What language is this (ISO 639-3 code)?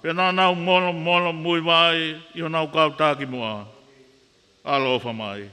ton